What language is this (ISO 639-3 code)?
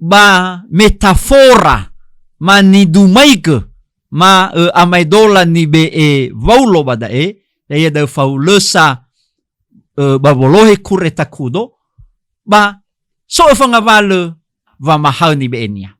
nia